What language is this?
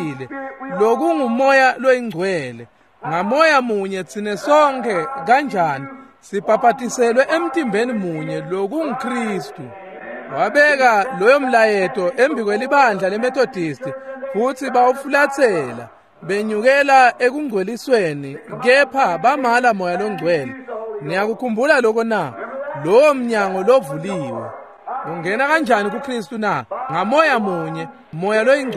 Swati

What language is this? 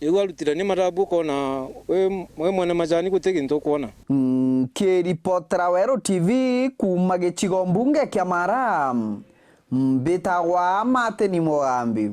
Meru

